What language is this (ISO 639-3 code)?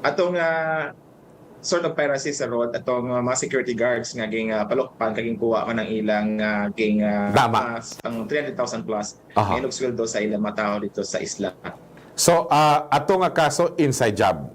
hil